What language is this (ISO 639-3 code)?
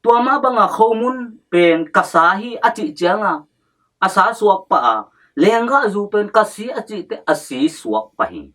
ctd